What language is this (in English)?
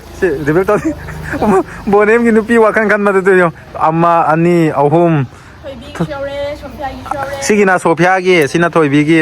Manipuri